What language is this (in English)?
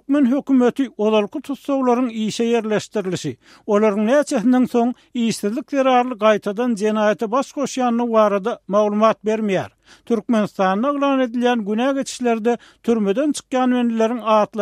Turkmen